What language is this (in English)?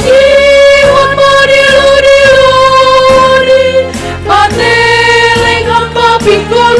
Batak Simalungun